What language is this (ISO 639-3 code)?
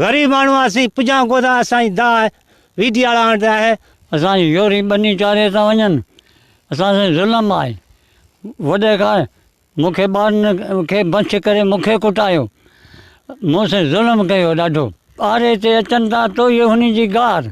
snd